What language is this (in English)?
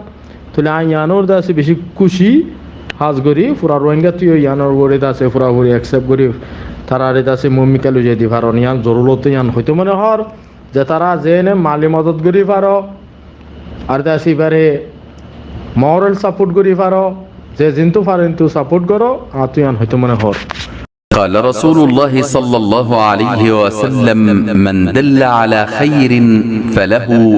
Rohingya